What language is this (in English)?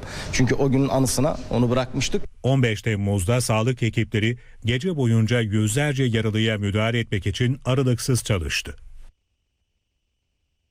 Turkish